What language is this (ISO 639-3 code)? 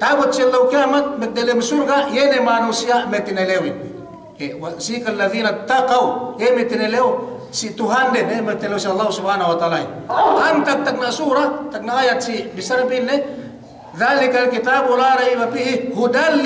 yka